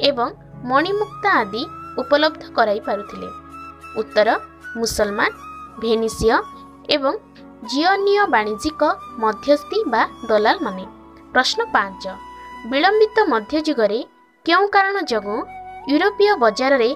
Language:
Odia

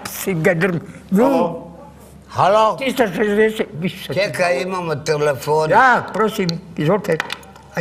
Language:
Croatian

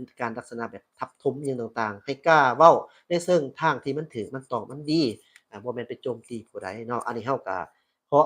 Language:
Lao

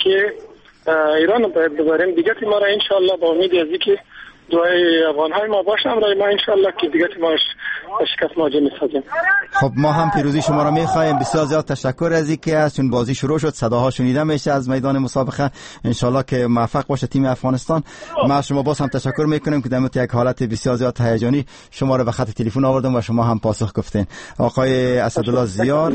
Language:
Persian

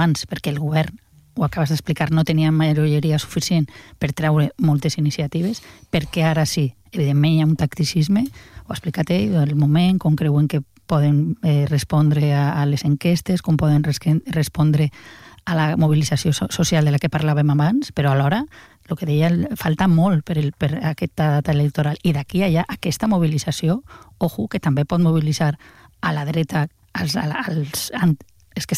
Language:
Catalan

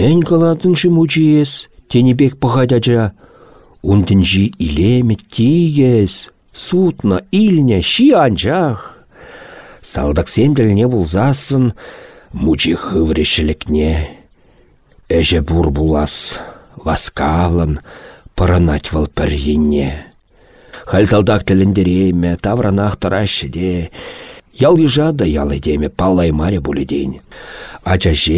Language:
Chuvash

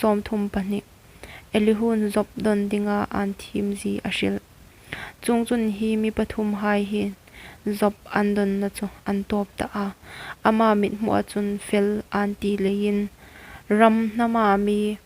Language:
Hmar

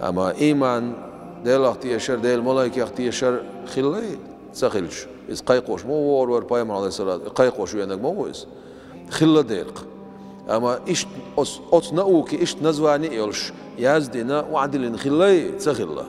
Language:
Chechen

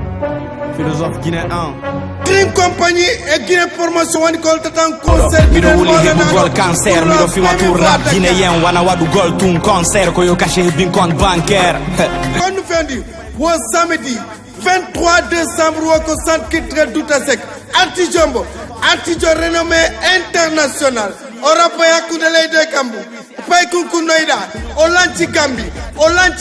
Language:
Fula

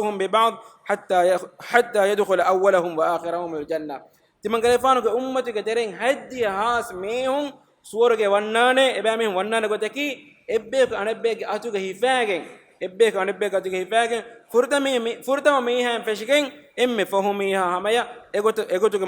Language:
Divehi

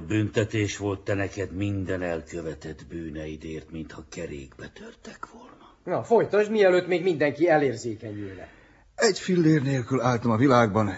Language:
Hungarian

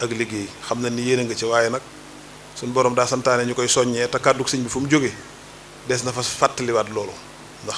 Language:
Wolof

